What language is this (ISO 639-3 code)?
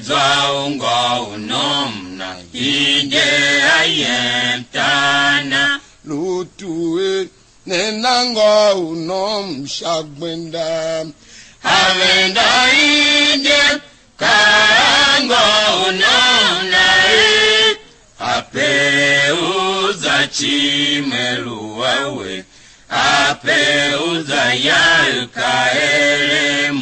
tiv